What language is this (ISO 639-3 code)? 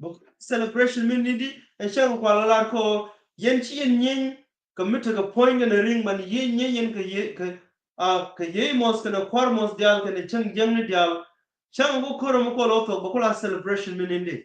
nus